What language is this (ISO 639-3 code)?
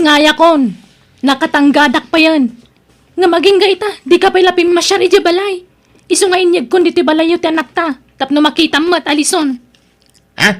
ilo